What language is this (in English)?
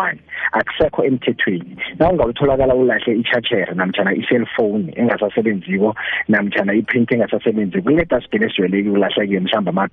South Ndebele